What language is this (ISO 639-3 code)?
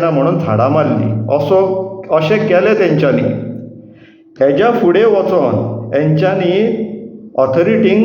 kok